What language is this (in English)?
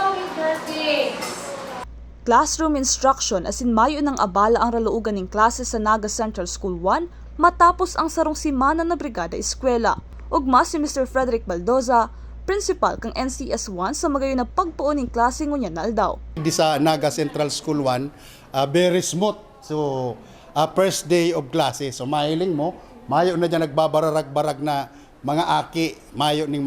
Bikol